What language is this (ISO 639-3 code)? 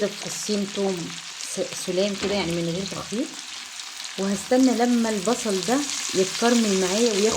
arz